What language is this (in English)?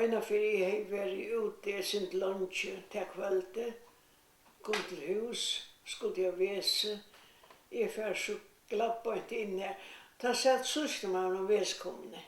Faroese